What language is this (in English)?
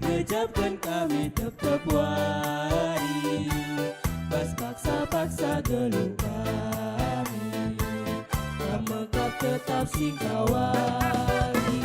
Batak Karo